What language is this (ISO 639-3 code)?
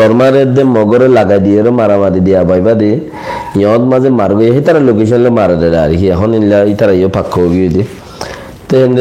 rhg